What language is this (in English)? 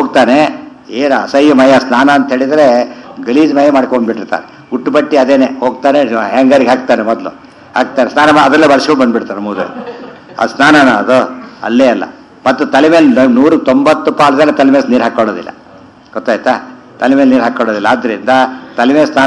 Kannada